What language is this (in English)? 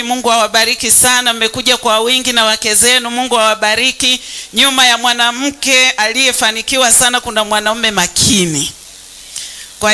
Swahili